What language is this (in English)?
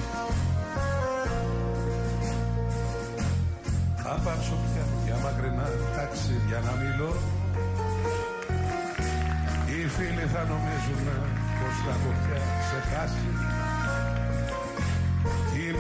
Greek